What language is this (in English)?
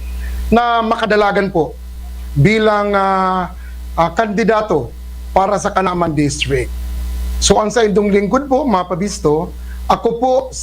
Bikol